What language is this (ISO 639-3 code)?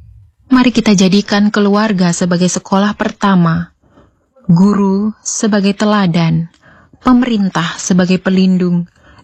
ind